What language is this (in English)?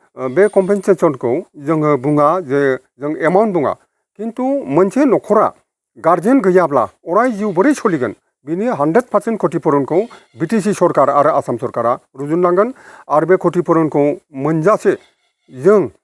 Bodo